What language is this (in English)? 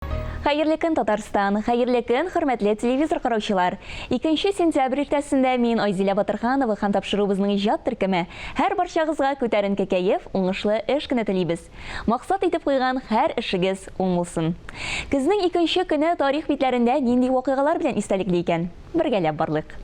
Tatar